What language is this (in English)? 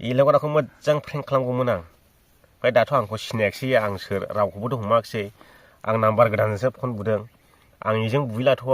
Bodo